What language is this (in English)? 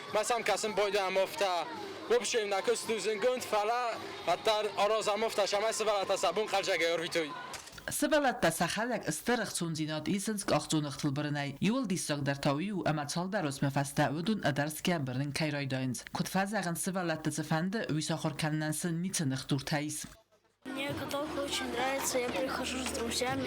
Ossetic